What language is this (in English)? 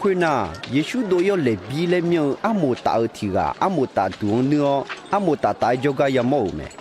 Akha